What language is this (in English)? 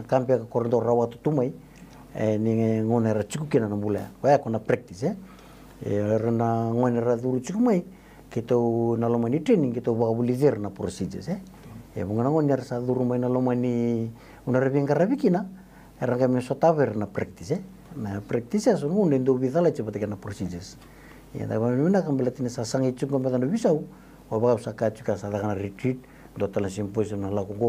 Fijian